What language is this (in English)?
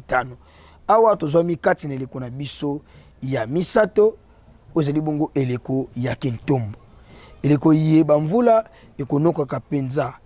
Lingala